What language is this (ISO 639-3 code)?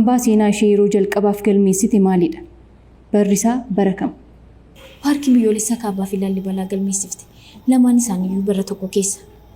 orm